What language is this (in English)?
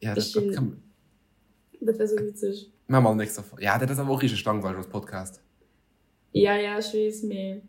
Luxembourgish